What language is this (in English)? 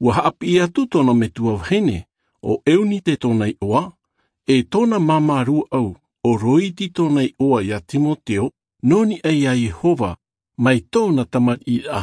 Tahitian